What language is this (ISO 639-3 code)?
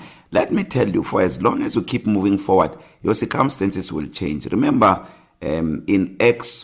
eng